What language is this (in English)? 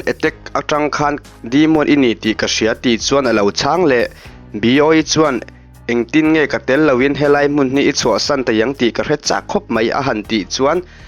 Mizo